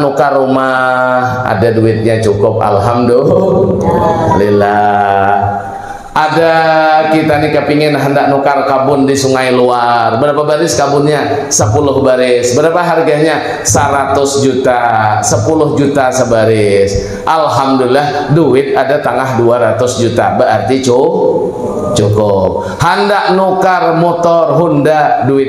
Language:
Banjar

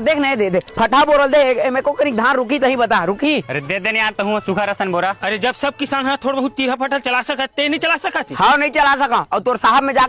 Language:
Chhattisgarhi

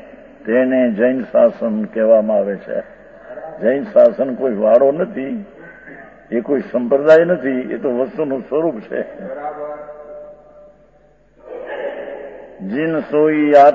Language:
Gujarati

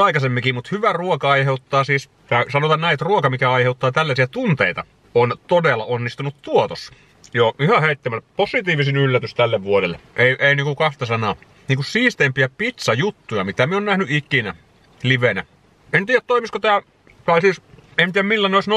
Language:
Finnish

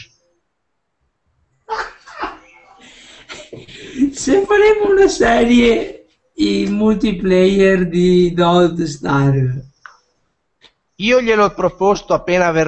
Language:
Italian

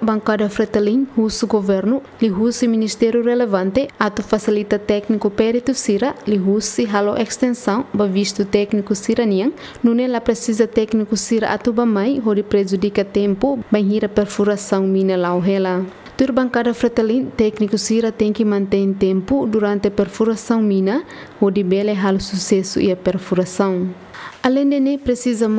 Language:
Tetum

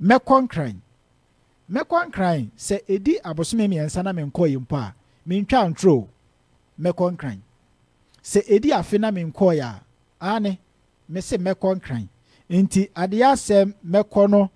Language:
Akan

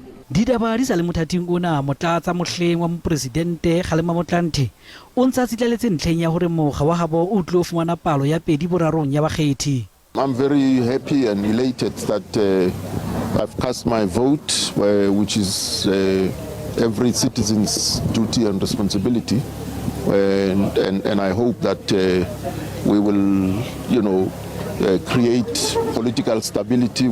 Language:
Southern Sotho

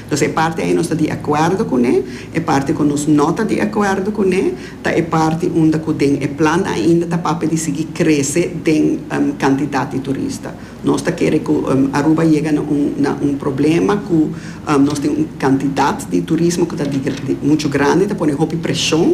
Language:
Papiamento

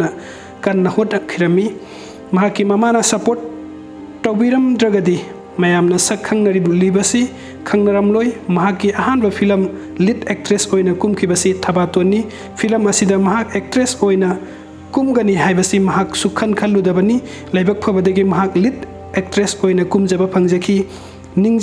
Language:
Manipuri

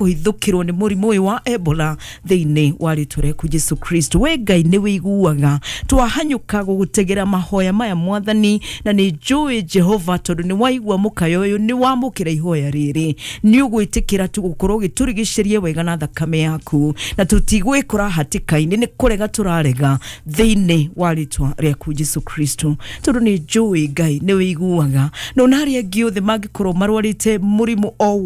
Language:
Kikuyu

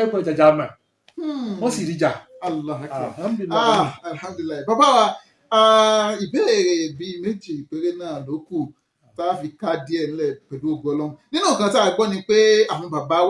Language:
Yoruba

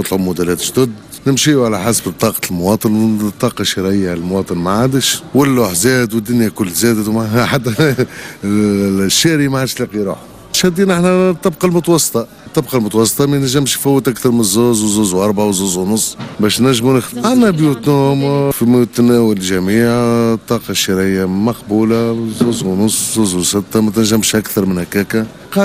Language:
Tunisian Arabic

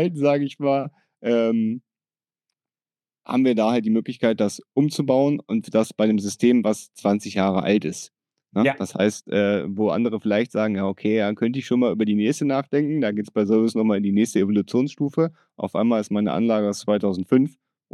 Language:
German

